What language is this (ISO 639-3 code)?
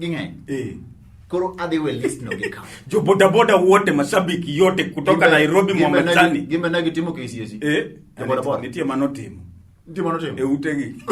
luo